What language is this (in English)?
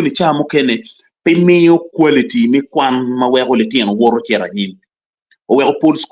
Acoli